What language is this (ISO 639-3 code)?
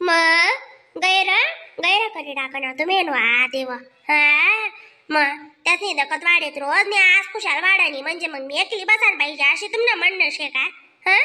khn